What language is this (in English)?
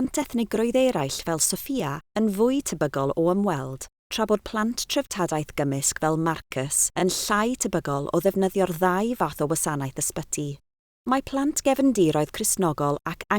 Welsh